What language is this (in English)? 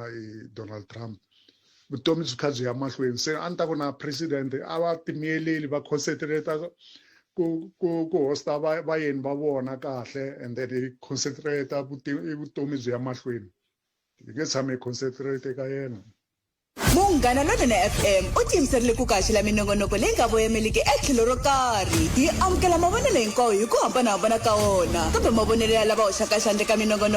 Tsonga